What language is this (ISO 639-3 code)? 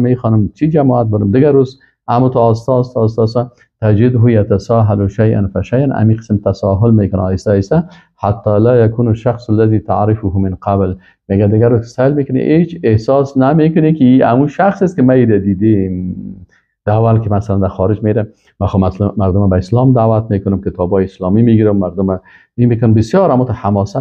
fas